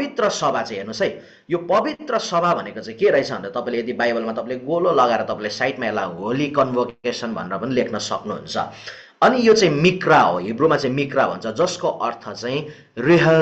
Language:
Nepali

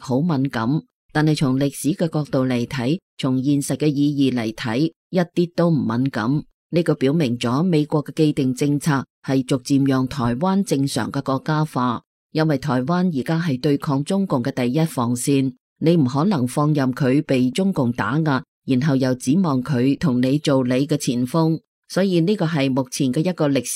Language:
Cantonese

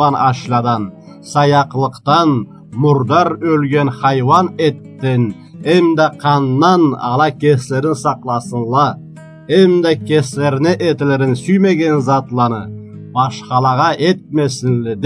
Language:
Karachay-Balkar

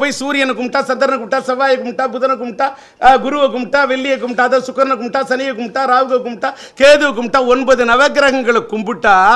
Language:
Tamil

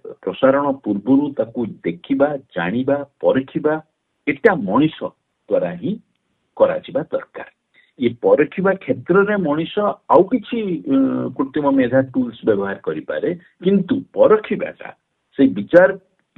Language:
Odia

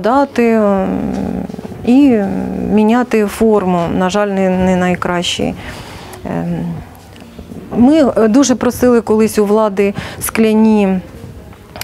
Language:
Ukrainian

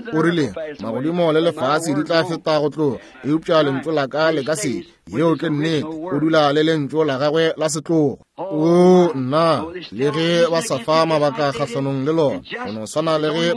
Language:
Northern Sotho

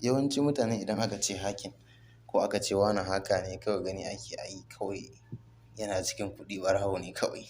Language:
Hausa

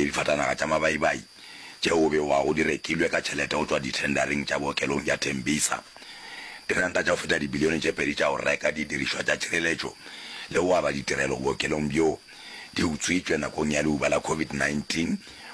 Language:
Northern Sotho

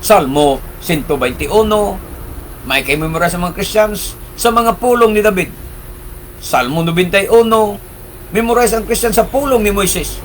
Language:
Cebuano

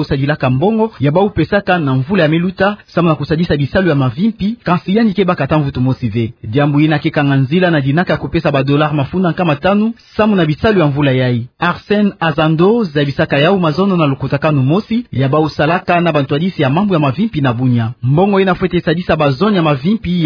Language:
Kituba (Democratic Republic of Congo)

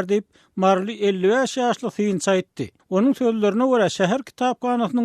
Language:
Turkmen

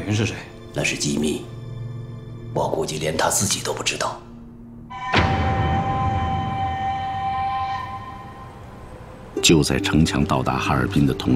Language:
Chinese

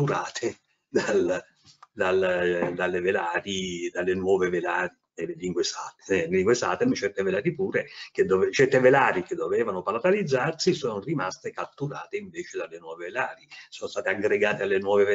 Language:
Italian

